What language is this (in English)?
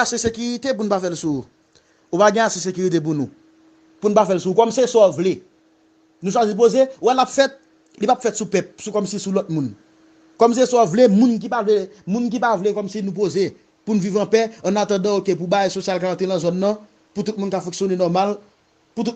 Haitian Creole